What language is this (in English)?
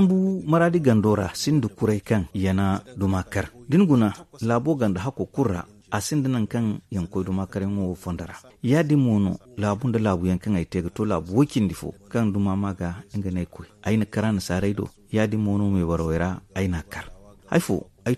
Zarma